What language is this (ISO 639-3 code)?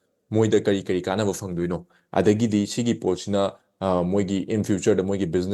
mni